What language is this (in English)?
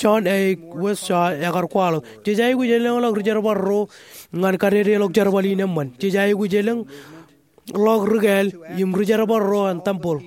Marshallese